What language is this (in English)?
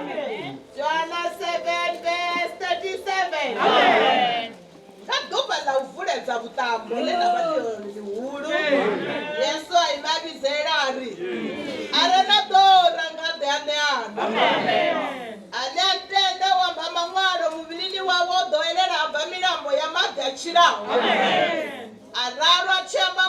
Venda